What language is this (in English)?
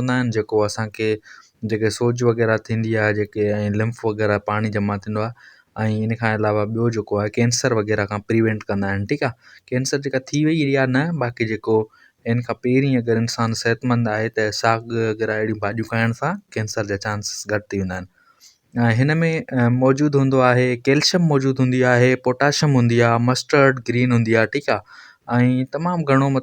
Sindhi